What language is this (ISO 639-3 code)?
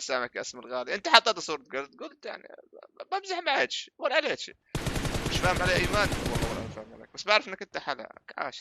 apc